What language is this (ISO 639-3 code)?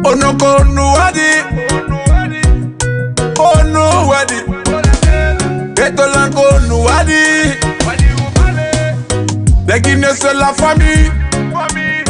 ful